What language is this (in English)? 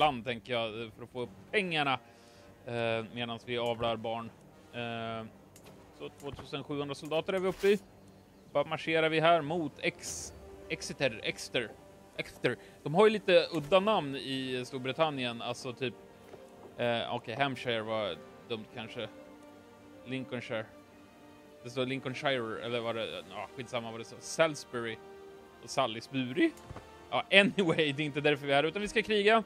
Swedish